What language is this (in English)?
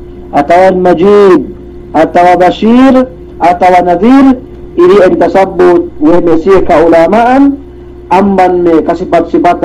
Yakan